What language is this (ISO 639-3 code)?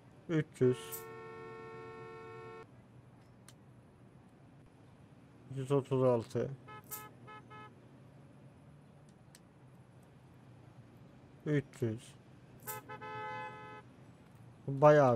tur